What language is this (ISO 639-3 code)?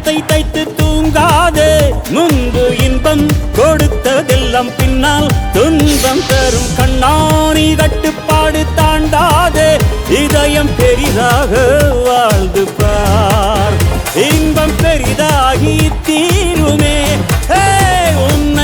tam